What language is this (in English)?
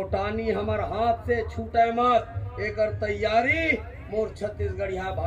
Chhattisgarhi